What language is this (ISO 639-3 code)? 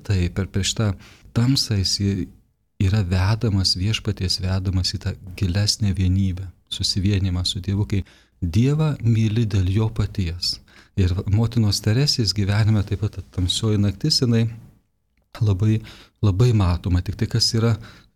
lit